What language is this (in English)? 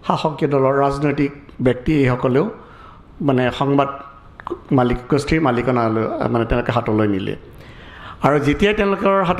Assamese